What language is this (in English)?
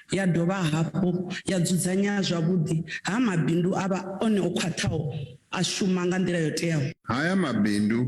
Venda